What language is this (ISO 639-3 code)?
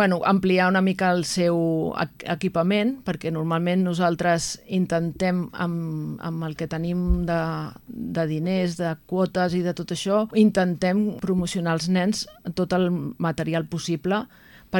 cat